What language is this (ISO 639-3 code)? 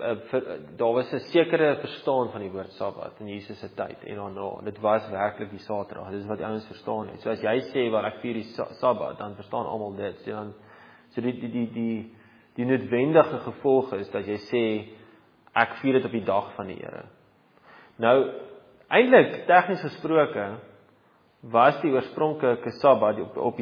afr